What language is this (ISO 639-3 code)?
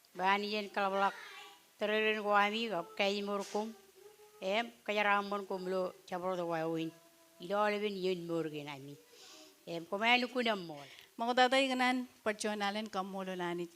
mah